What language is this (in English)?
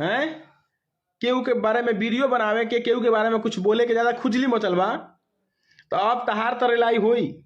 Bhojpuri